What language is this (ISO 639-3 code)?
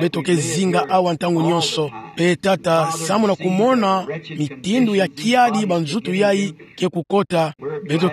ktu